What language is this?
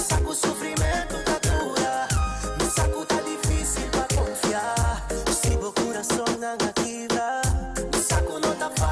Papiamento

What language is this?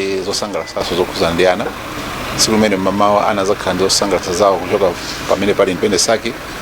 Nyanja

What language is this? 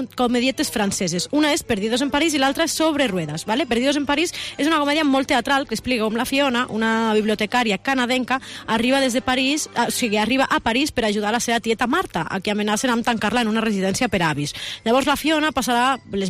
Catalan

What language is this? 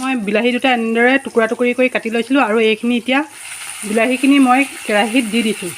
Assamese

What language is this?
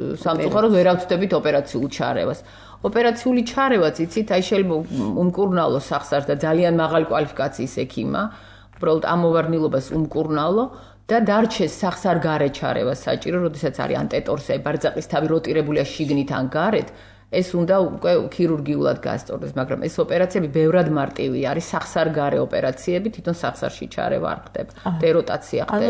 Georgian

